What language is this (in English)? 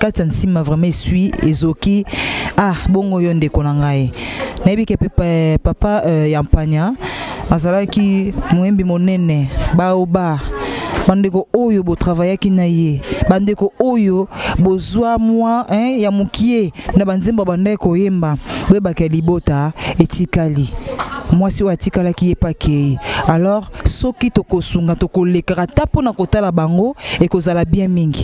Lingala